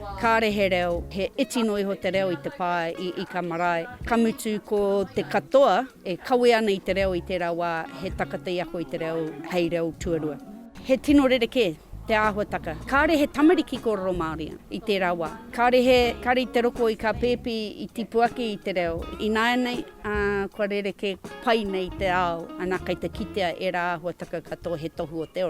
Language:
Māori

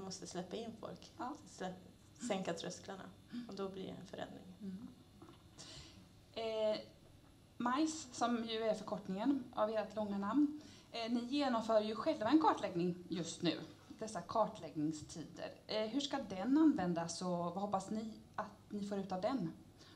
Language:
Swedish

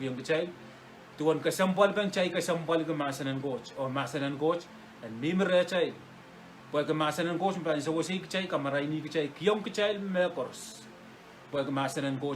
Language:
Pohnpeian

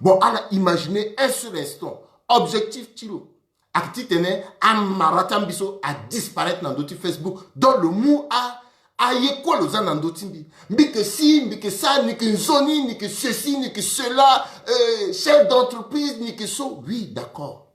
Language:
Sango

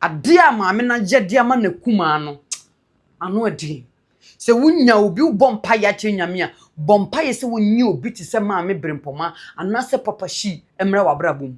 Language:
Akan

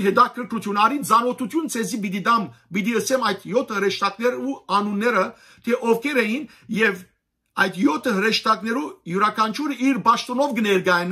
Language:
Western Armenian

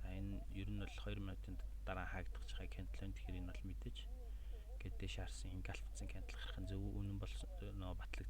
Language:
Mongolian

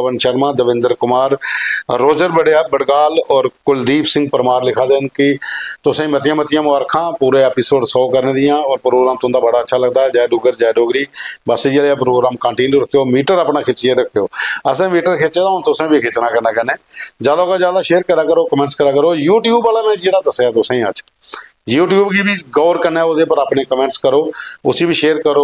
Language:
Dogri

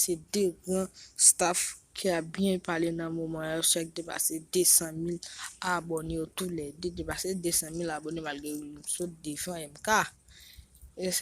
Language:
Haitian Creole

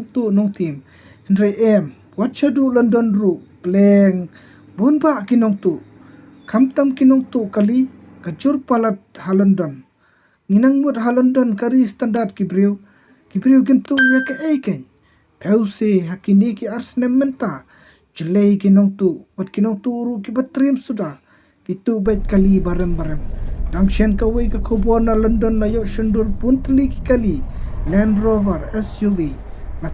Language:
Khasi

